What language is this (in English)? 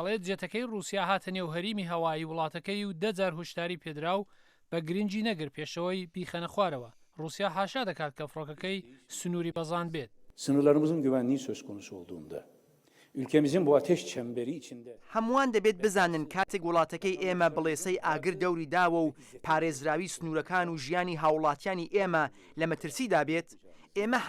Central Kurdish